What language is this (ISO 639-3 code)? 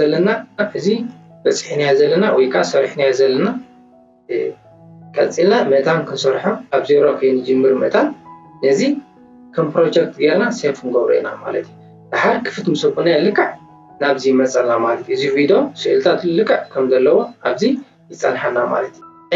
tir